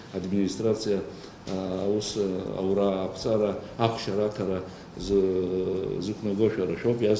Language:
Abkhazian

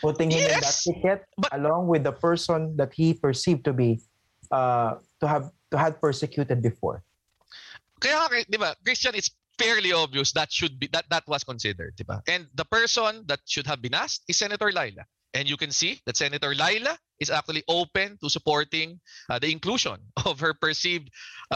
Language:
Filipino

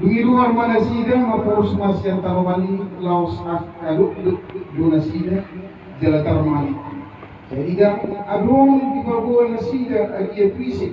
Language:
Batak Toba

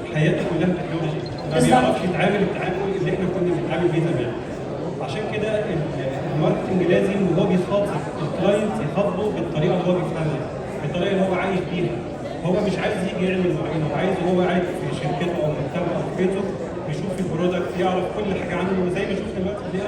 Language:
Egyptian Arabic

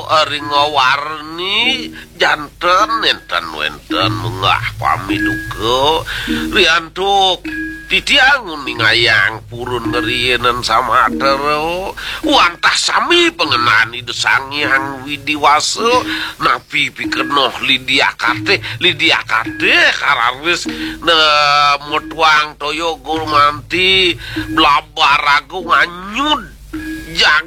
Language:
Balinese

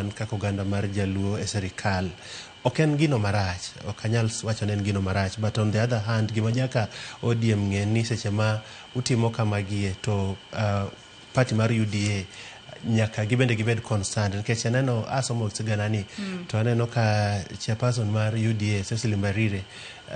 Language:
Luo (Kenya and Tanzania)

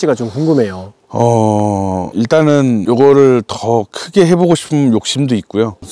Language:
Korean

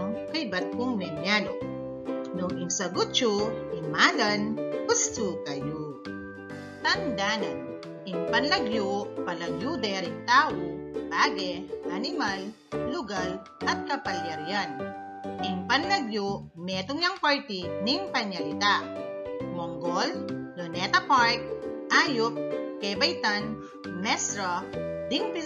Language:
Pampanga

